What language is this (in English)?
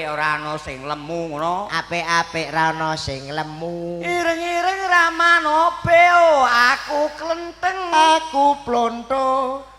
Javanese